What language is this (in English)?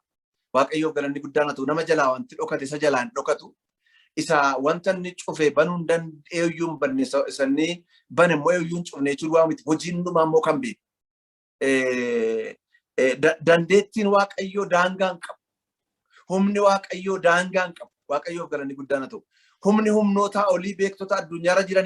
Oromo